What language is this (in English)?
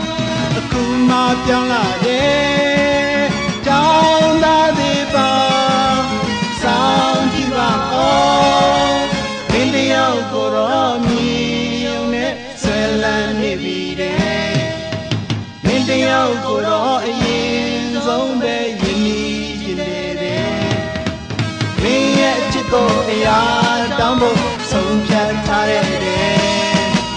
Burmese